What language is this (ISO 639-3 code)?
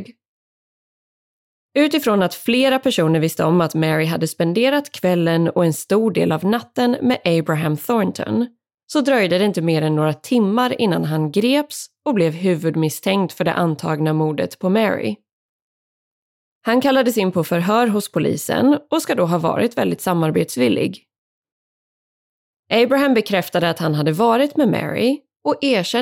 swe